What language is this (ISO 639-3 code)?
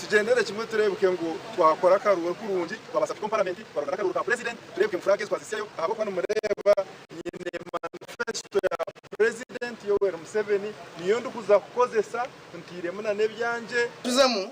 nyn